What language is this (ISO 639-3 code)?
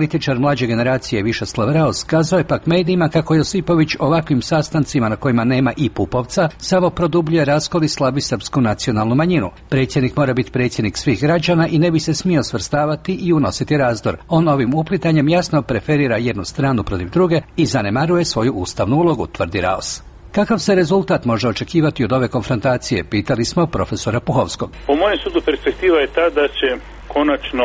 hrv